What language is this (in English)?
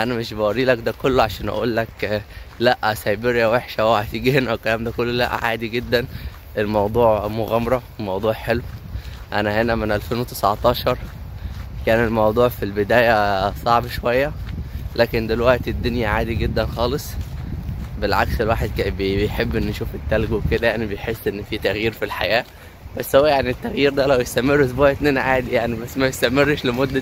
Egyptian Arabic